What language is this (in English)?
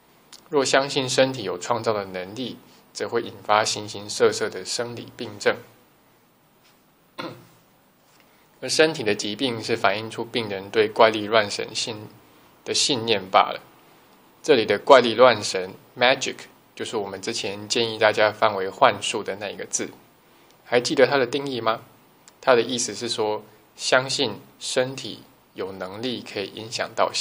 Chinese